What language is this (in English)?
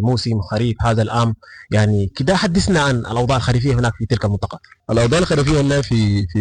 Sudanese Arabic